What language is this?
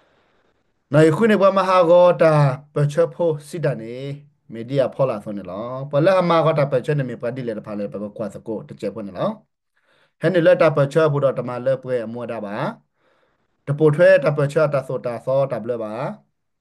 S'gaw Karen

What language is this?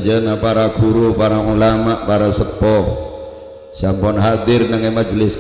Madurese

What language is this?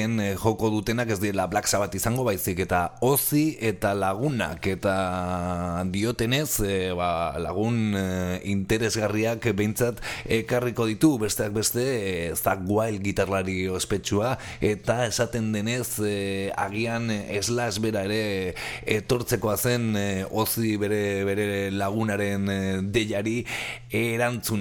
Basque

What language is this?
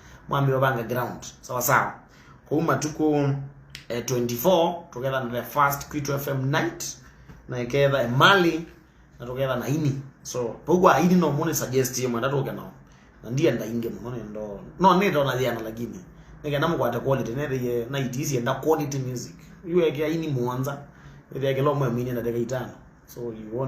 Kamba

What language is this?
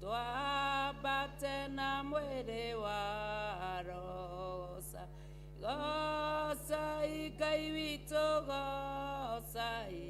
Kikuyu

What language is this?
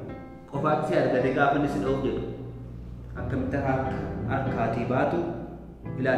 Oromo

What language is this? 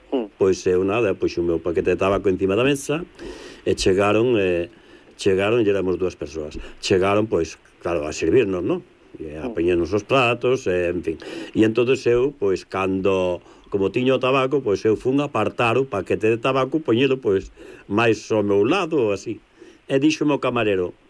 Galician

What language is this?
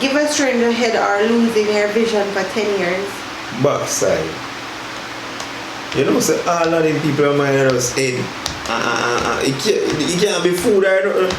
Jamaican Creole English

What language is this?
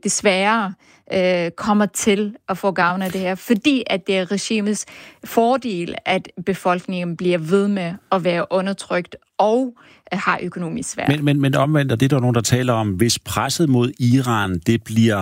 Danish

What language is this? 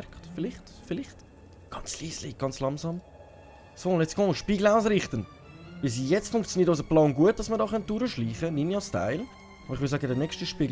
Swiss German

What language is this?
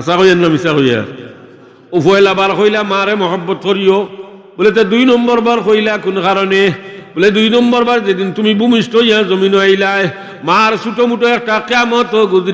Sylheti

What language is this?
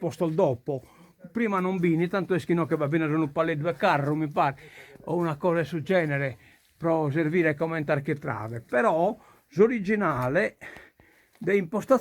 Sardinian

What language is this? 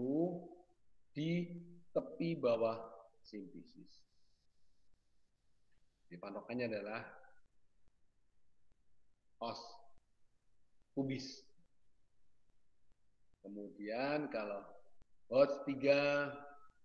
Indonesian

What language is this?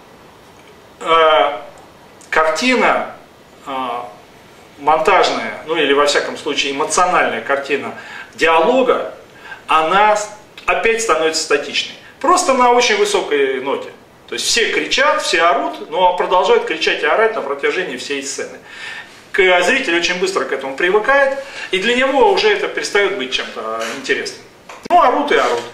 Russian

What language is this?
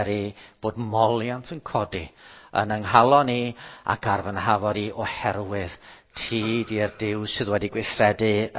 Welsh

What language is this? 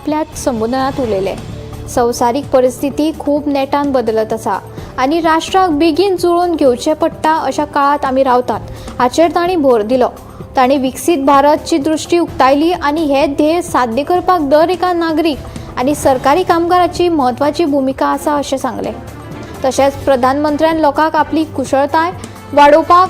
Konkani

